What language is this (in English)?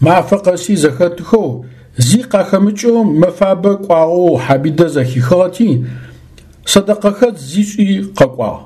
Adyghe